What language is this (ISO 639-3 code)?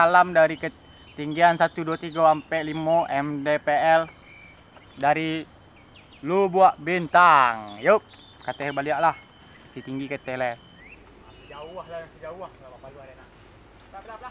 min